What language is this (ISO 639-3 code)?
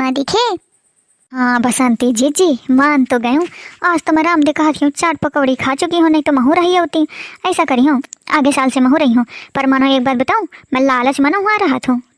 awa